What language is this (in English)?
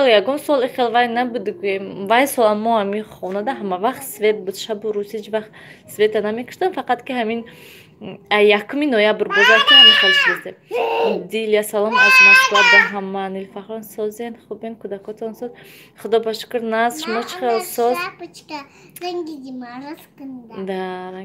Tajik